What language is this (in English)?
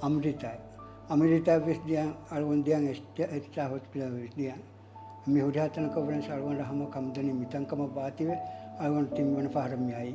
Divehi